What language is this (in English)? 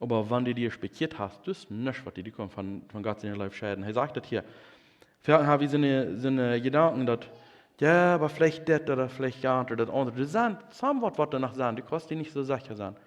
Plautdietsch